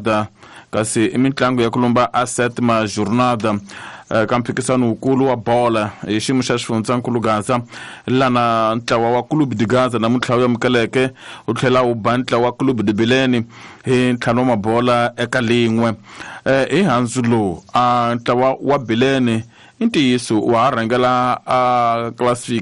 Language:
Tsonga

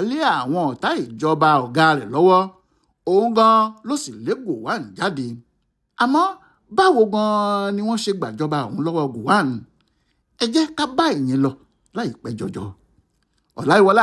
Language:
Yoruba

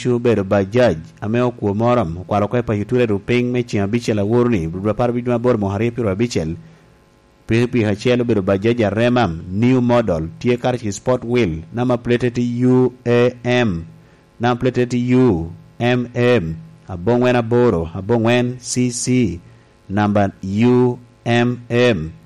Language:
Lango (Uganda)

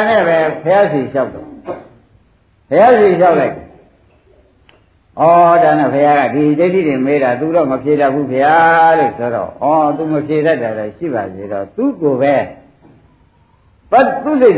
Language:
Burmese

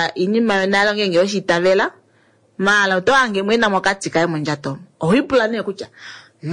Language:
Kuanyama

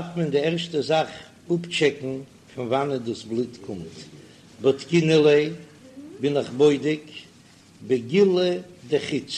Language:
Yiddish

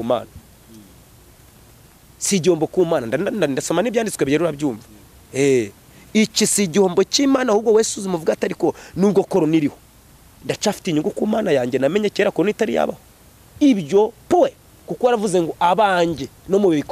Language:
Kinyarwanda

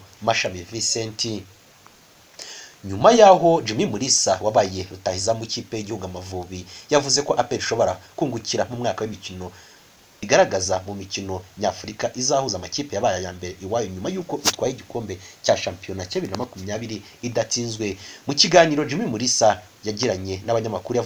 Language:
Kinyarwanda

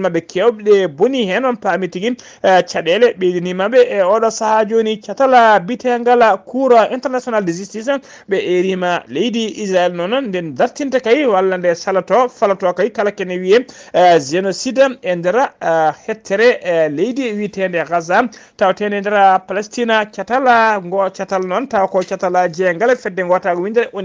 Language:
Fula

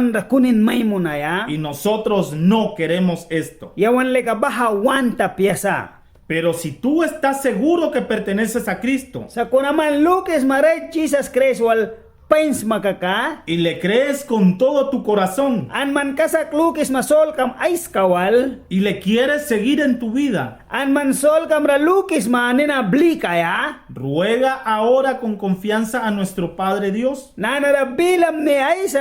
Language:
Mískito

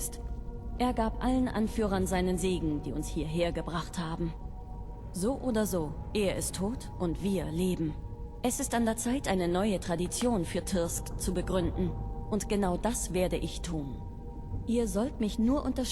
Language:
Bavarian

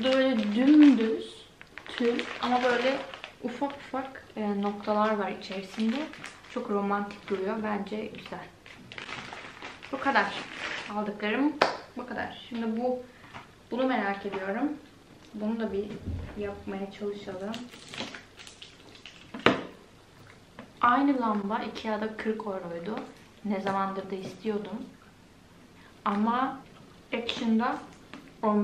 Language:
Turkish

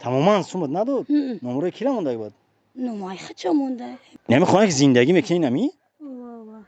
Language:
Tajik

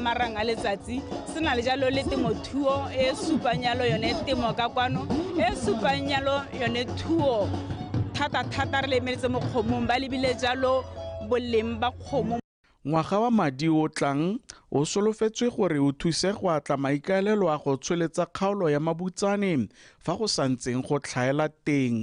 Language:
Tswana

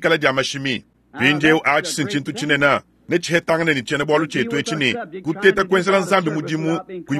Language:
Luba-Lulua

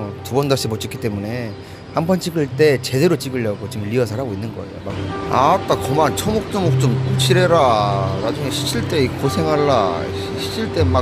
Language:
Korean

